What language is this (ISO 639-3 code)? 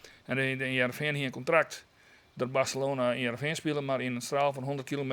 fry